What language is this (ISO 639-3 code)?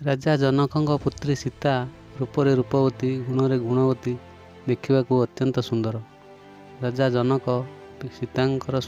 ori